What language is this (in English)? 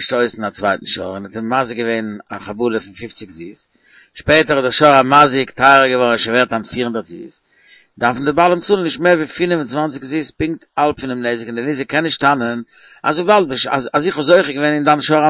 Yiddish